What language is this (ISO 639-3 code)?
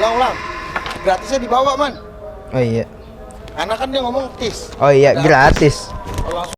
bew